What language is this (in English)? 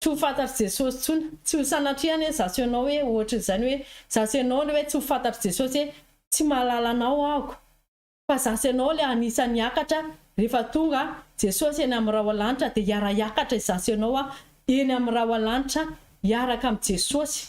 Malagasy